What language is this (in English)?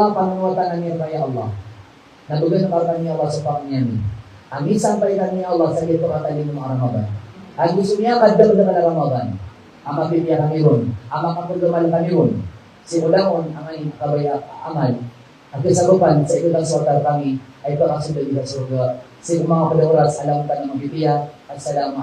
Maranao